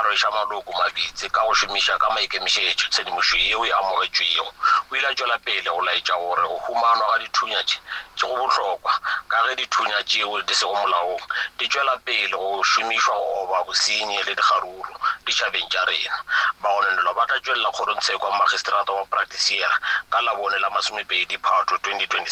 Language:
Northern Sotho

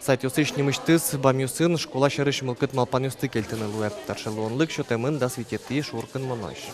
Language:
Udmurt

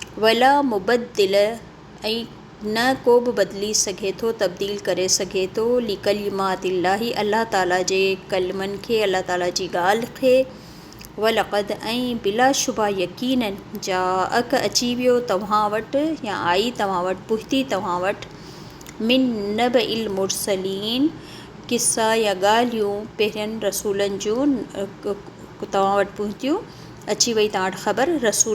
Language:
Sindhi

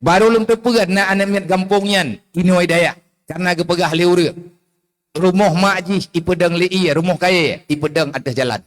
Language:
Achinese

